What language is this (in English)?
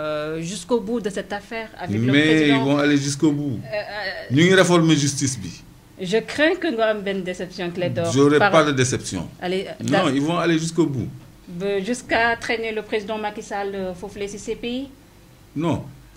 Wolof